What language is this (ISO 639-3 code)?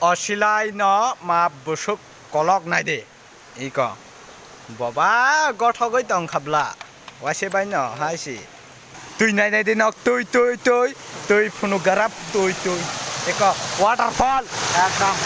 trp